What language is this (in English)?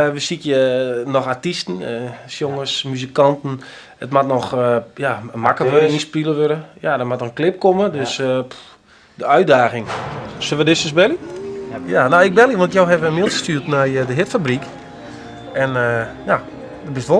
Western Frisian